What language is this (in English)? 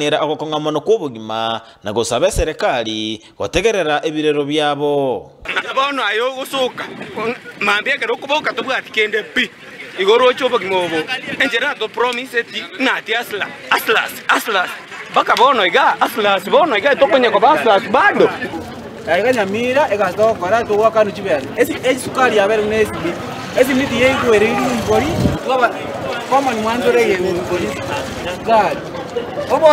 Gusii